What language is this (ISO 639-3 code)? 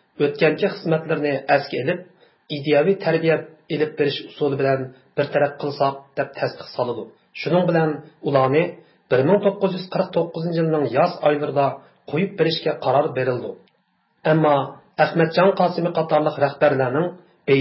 uig